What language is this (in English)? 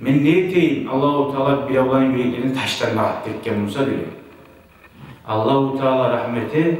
Kumyk